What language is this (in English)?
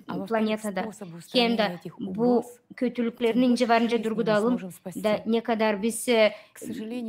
Gagauz